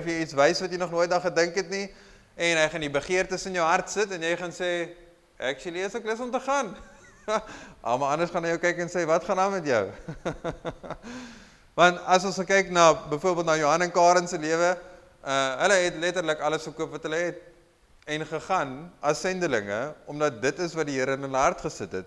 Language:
Afrikaans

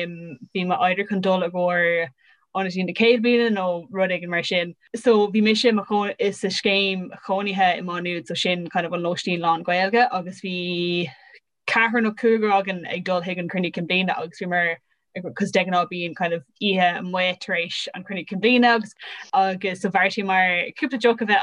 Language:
Irish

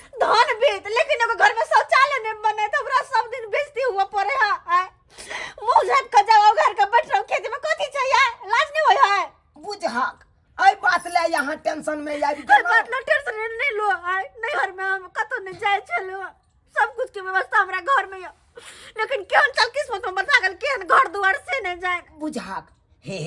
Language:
Maithili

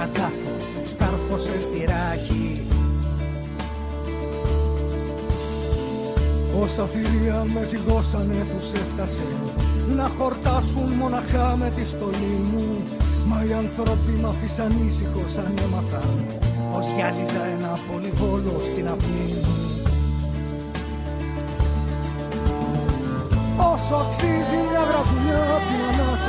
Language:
Greek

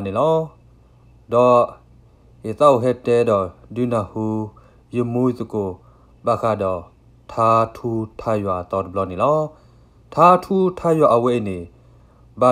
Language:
S'gaw Karen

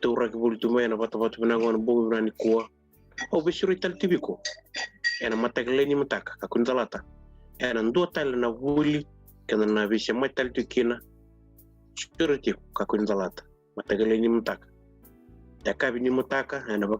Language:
Fijian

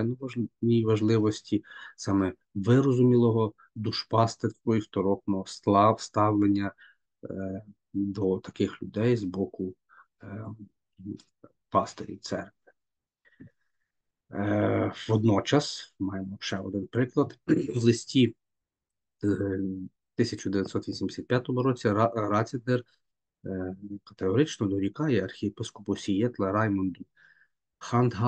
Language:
Ukrainian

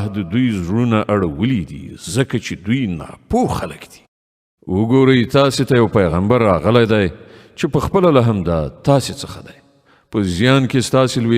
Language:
Pashto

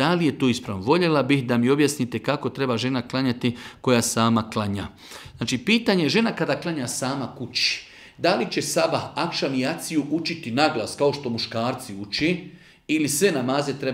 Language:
Bosnian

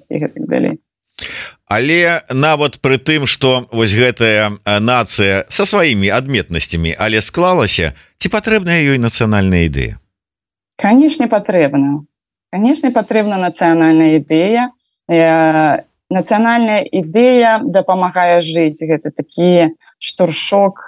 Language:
Belarusian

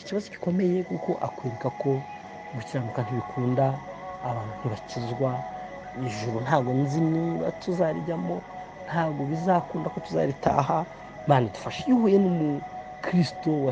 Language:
Kinyarwanda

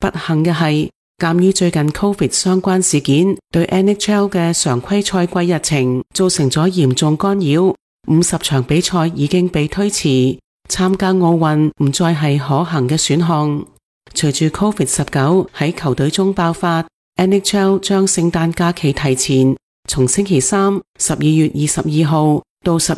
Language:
Cantonese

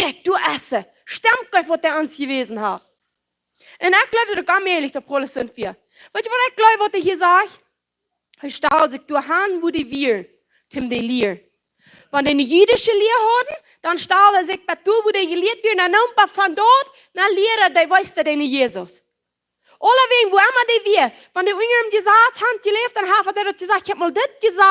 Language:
Plautdietsch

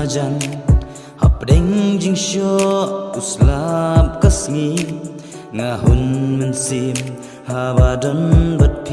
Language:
Khasi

